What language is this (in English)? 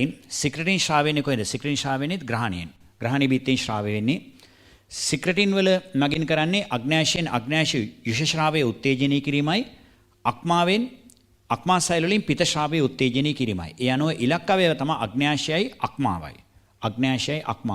Sinhala